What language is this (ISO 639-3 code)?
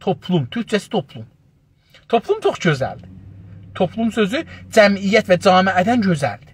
azb